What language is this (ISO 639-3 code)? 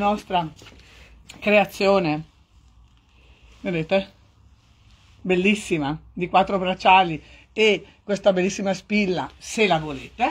ita